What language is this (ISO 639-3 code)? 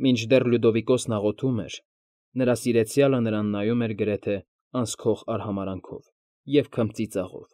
hye